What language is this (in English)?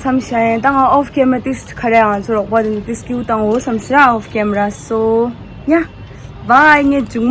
Tibetan